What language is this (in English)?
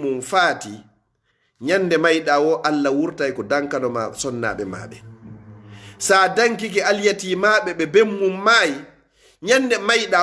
Fula